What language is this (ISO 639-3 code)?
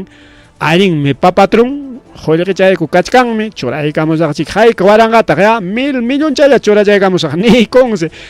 quy